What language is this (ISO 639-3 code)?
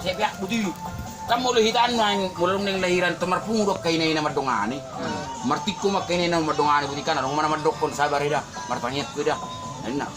bbc